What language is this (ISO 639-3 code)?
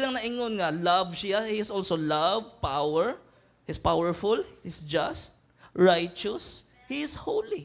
ceb